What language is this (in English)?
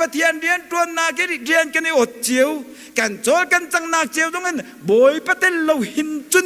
Hakha Chin